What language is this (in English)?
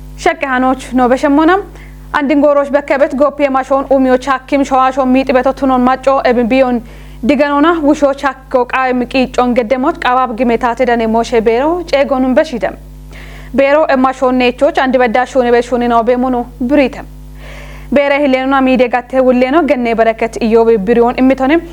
Kafa